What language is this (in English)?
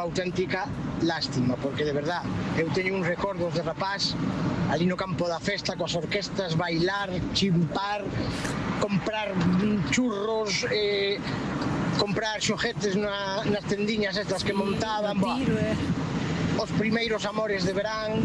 Galician